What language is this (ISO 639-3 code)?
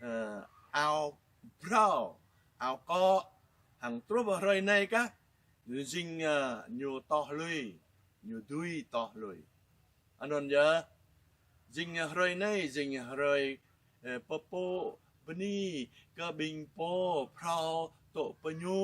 jra